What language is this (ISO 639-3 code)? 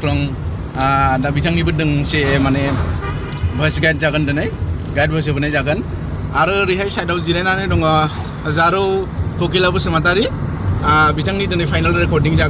brx